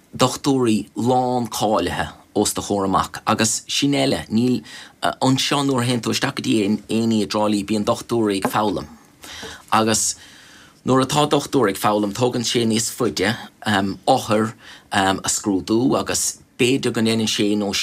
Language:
Irish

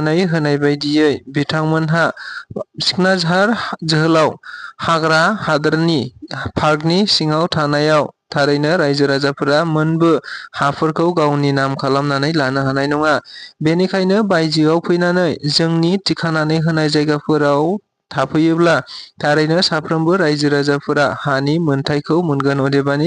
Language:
Bodo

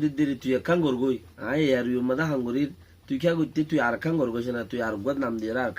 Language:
Rohingya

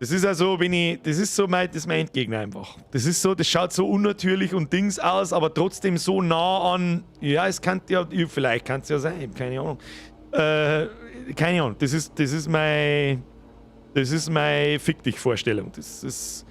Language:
Bavarian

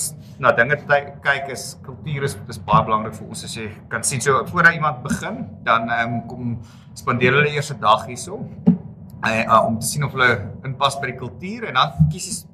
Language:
Afrikaans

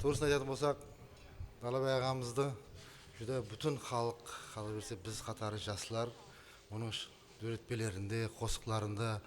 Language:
Kara-Kalpak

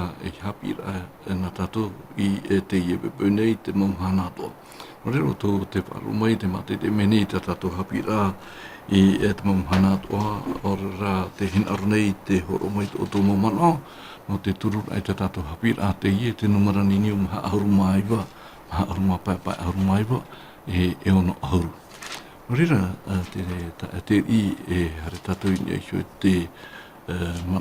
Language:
Tahitian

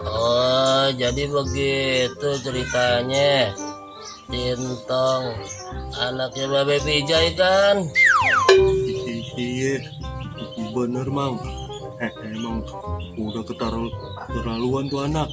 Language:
Betawi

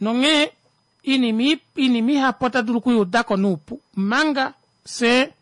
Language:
Kuanyama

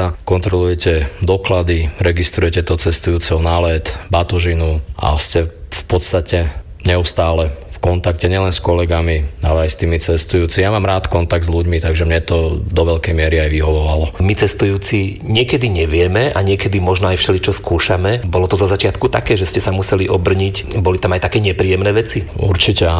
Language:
Slovak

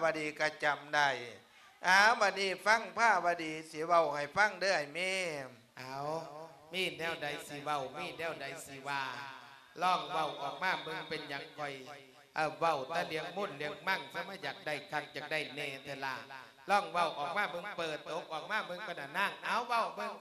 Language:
Lao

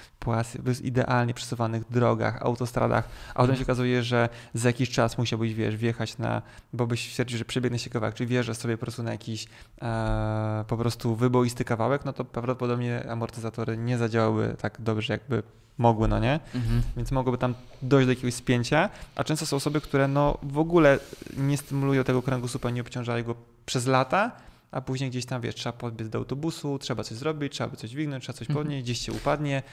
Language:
Polish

